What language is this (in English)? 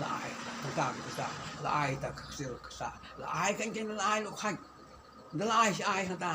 Khasi